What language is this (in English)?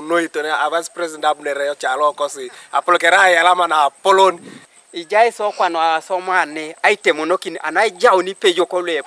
Teso